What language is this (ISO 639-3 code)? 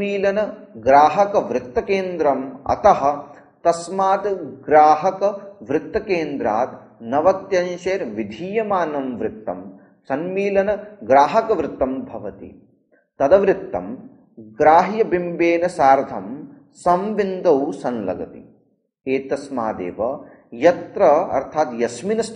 san